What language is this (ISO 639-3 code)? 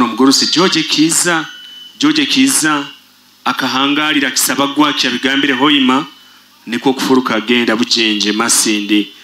nyo